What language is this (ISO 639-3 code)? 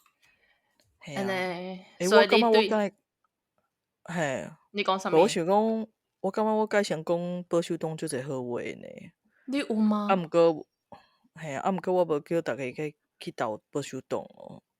nan